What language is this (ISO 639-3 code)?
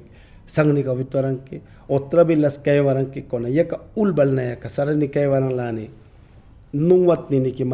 yan